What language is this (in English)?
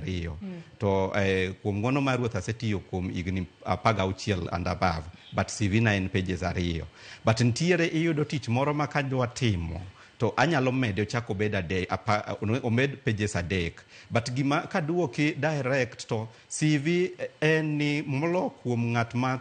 Luo (Kenya and Tanzania)